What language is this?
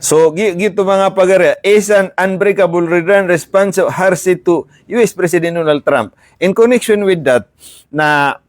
Maranao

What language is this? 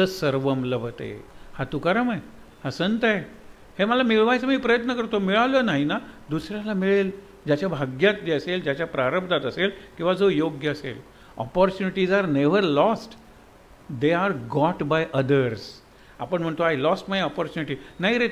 Marathi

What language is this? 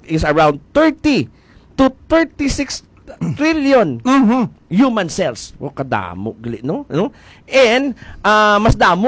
Hiligaynon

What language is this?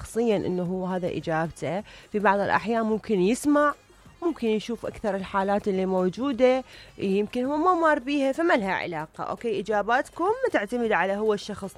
Mesopotamian Arabic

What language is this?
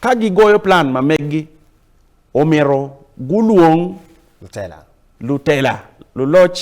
Acoli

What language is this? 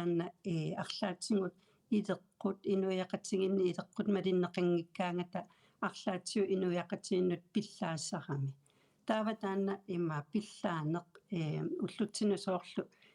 Kalaallisut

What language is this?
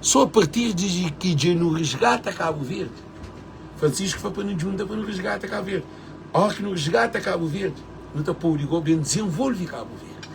Kabuverdianu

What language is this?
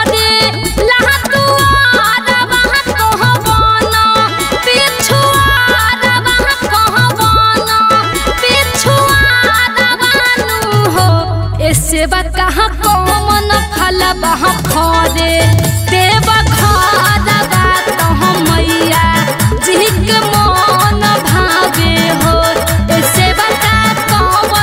Bhojpuri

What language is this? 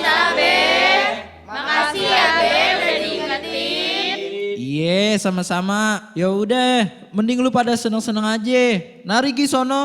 Betawi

